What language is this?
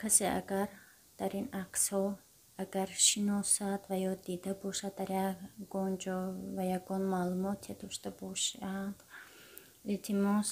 Tajik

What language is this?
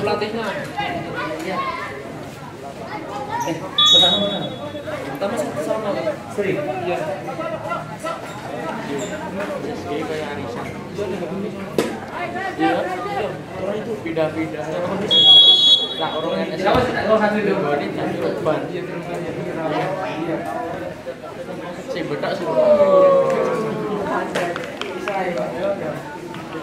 Indonesian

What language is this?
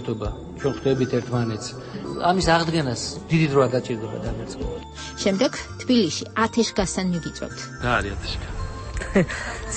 Georgian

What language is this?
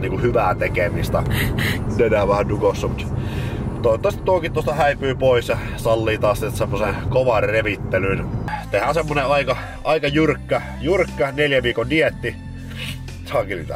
Finnish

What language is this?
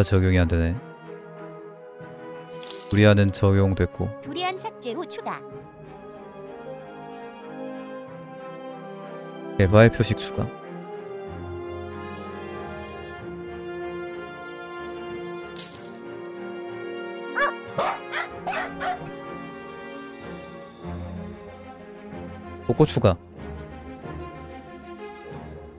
Korean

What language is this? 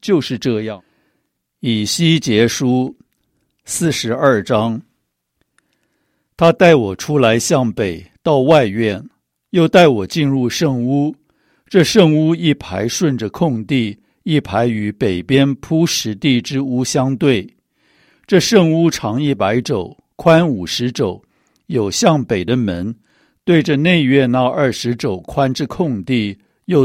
Chinese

